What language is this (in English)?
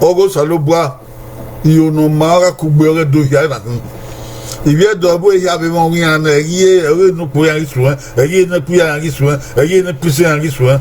Bini